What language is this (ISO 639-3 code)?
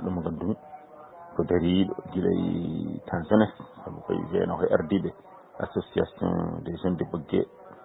ful